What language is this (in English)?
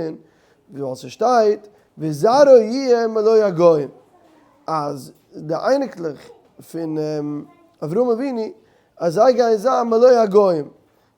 Yiddish